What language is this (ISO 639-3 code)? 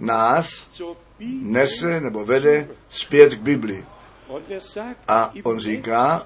ces